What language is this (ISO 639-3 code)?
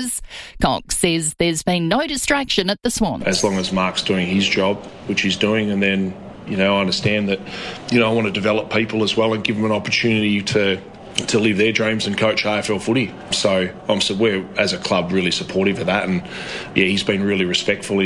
eng